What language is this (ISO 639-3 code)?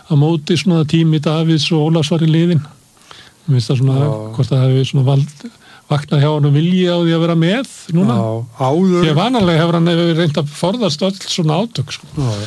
isl